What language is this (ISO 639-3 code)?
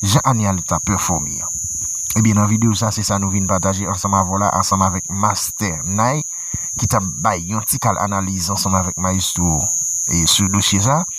hat